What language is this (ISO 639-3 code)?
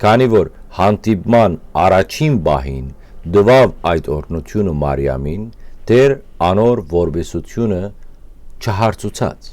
hyw